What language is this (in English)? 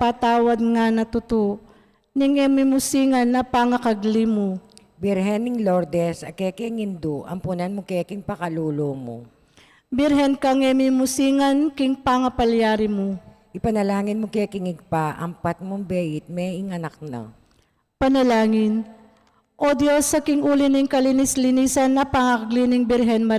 Pampanga